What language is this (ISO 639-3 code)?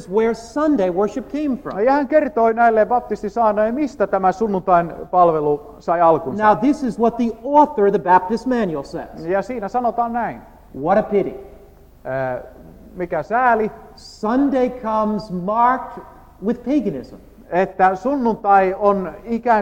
fin